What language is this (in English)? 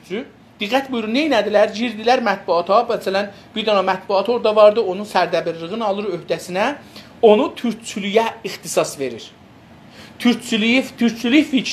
South Azerbaijani